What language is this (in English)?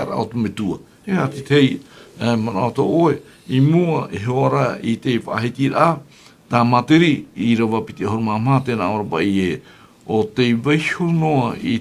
Tahitian